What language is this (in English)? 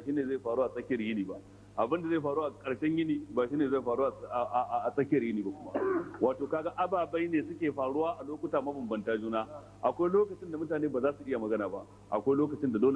Hausa